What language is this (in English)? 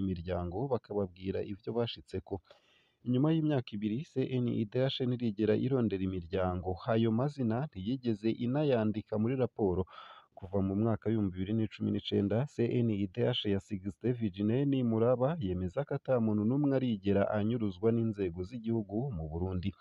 Rundi